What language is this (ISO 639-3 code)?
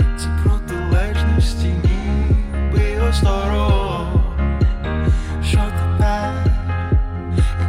ukr